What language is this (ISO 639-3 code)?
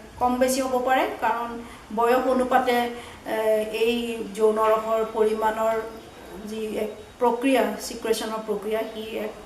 asm